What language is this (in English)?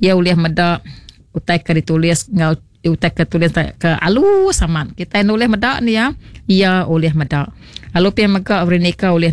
Iban